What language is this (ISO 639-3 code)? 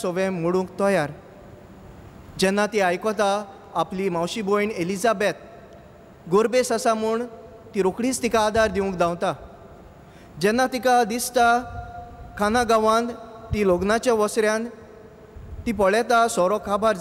kok